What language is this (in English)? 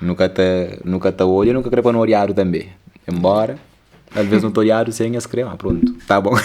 Kabuverdianu